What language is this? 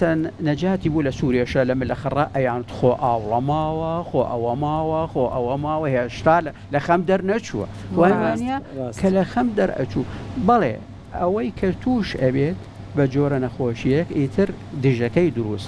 Central Kurdish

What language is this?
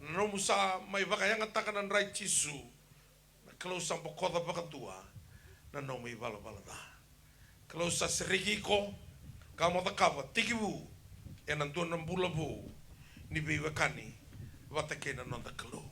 Fijian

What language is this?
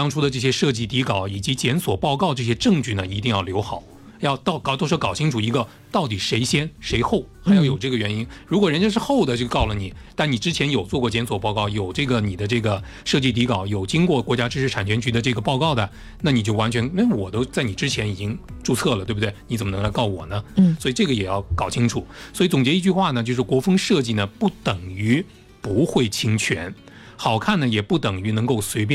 Chinese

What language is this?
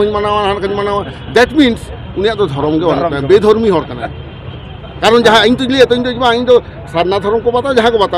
Santali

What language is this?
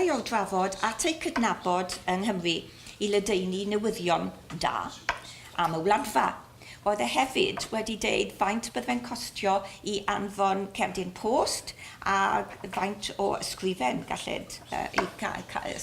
Welsh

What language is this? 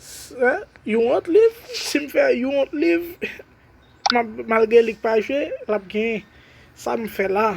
Haitian Creole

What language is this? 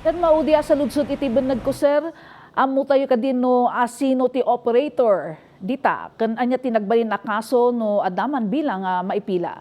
Iloko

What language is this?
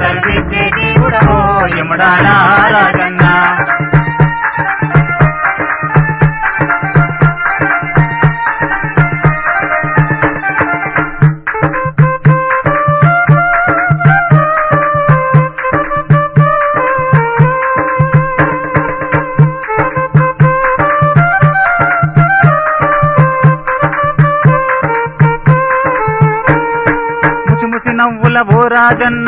Telugu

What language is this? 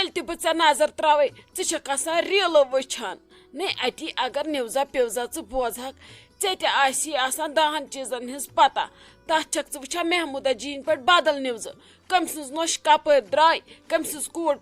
Kashmiri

